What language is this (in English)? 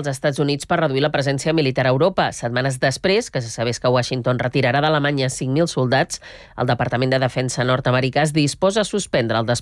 Catalan